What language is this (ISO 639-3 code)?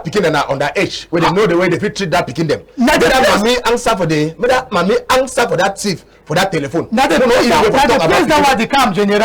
wes